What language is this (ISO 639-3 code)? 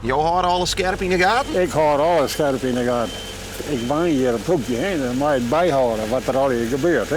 fry